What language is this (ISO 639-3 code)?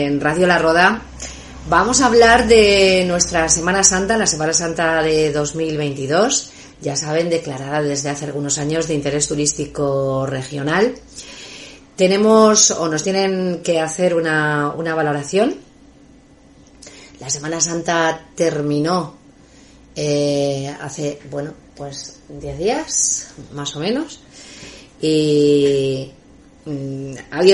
spa